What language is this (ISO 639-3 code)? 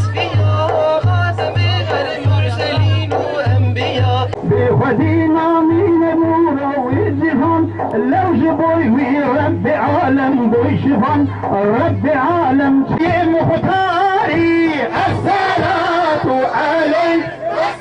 kur